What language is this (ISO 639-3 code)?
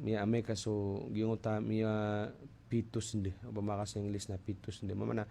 mrw